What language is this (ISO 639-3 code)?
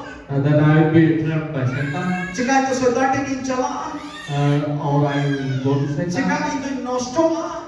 sat